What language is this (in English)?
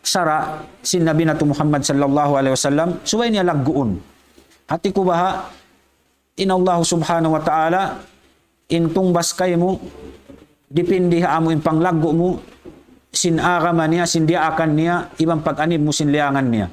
Tausug